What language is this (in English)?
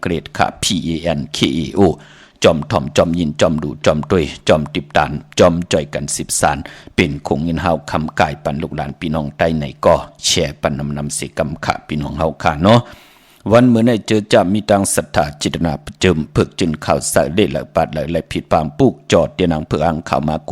Shan